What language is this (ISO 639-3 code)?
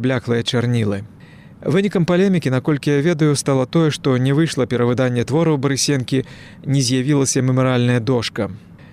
bel